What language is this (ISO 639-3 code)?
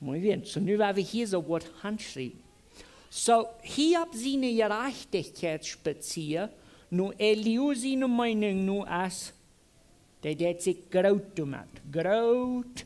pdt